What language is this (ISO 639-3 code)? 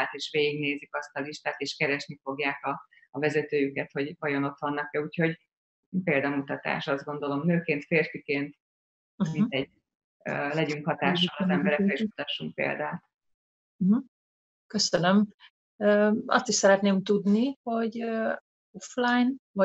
hun